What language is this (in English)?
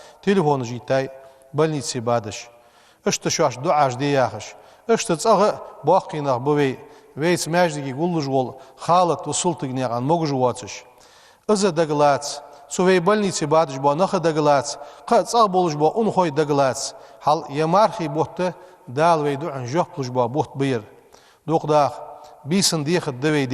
Ingush